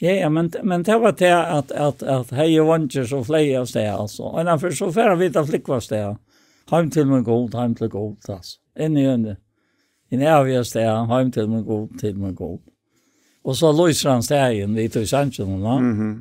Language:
Faroese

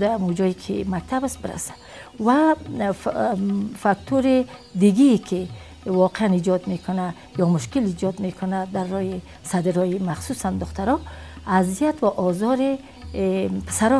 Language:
Persian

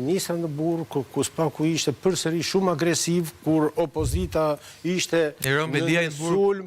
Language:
Albanian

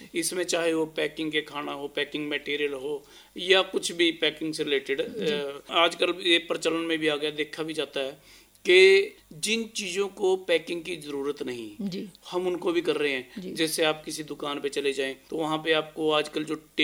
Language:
Hindi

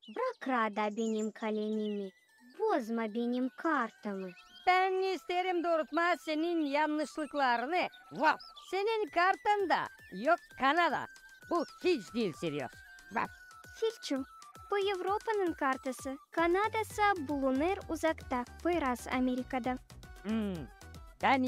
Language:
Gagauz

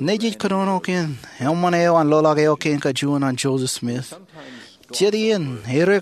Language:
Marshallese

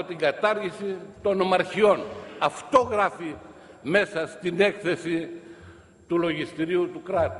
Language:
Greek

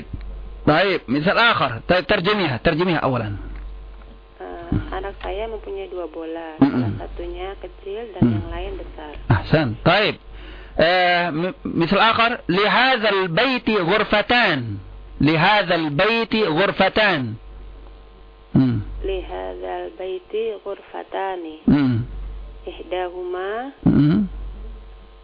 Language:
Indonesian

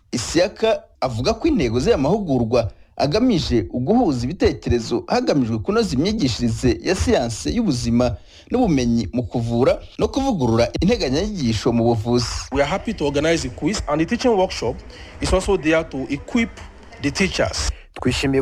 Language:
Kinyarwanda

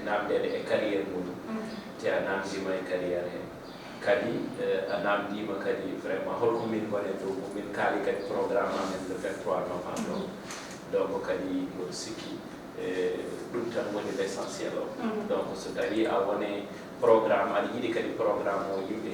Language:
Fula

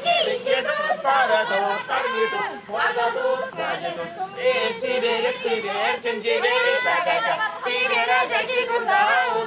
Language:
Chuvash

